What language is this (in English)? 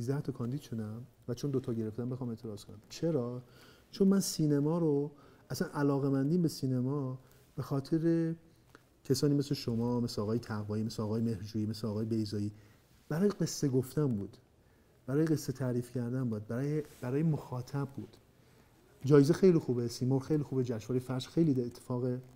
Persian